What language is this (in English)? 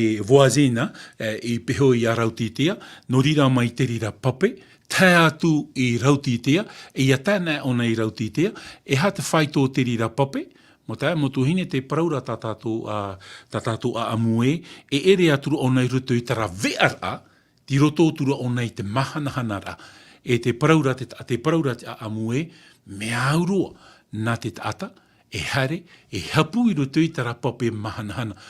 Tahitian